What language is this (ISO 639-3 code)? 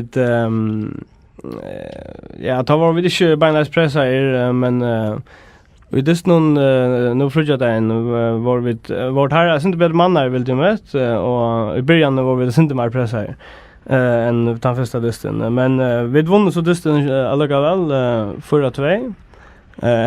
fao